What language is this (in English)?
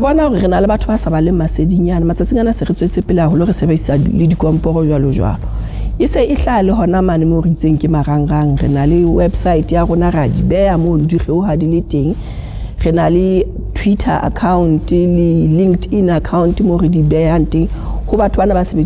Southern Sotho